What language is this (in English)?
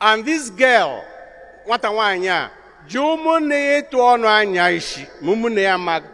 Igbo